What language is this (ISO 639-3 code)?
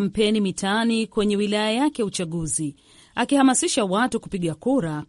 swa